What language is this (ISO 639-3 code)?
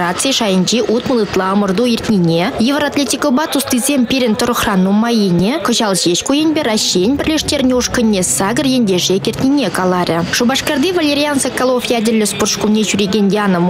chv